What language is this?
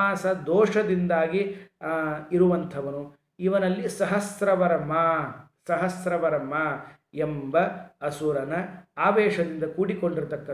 Kannada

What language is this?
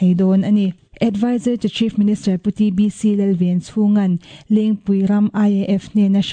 Mizo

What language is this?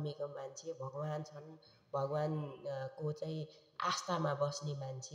Nepali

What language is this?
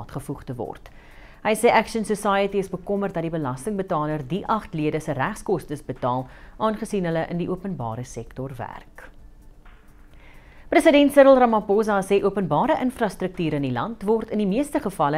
Afrikaans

